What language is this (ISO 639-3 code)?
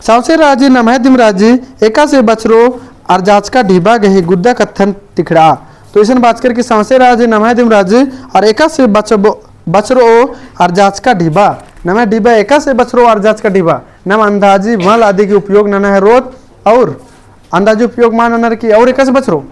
kru